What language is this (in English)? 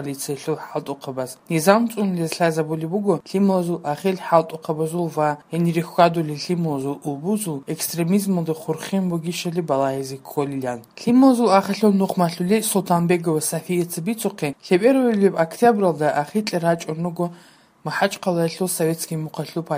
Avaric